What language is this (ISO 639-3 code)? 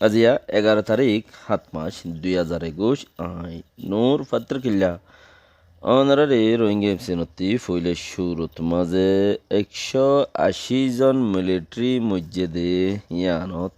rhg